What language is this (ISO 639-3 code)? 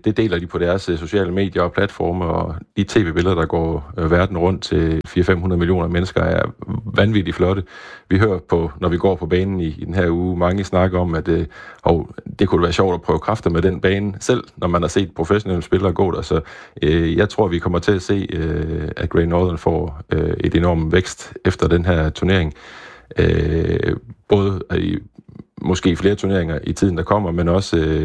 dan